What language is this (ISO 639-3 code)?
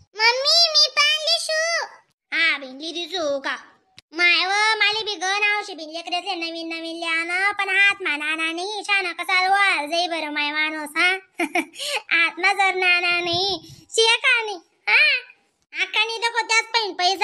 khn